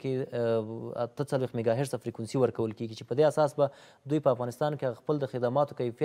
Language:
Pashto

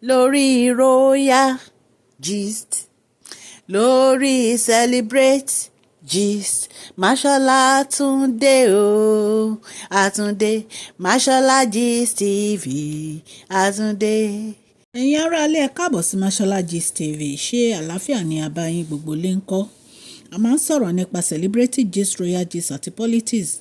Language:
Yoruba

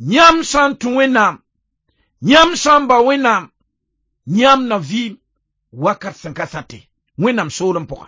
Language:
Mossi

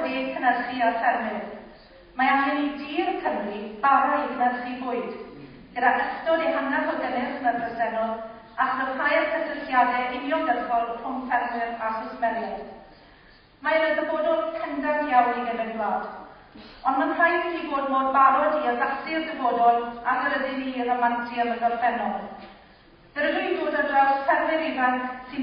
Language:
Welsh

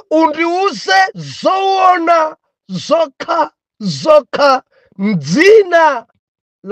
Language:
Nyanja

